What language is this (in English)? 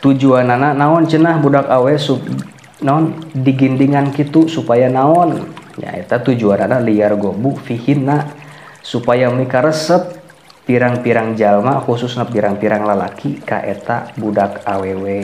Sundanese